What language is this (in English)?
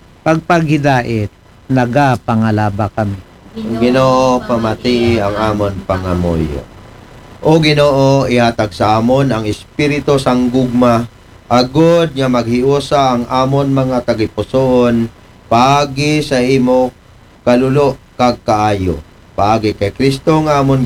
Aklanon